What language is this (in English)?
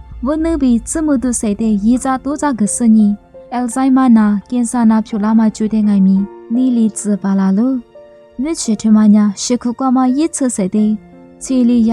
Lisu